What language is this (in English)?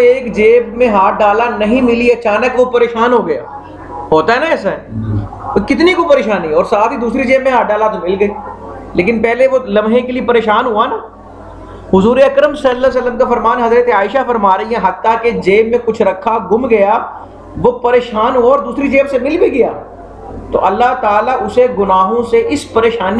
Urdu